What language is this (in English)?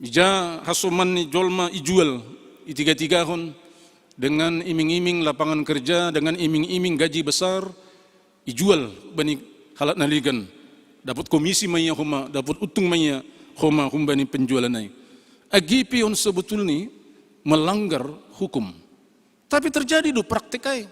Batak Simalungun